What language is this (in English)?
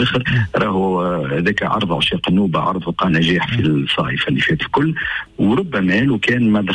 Tunisian Arabic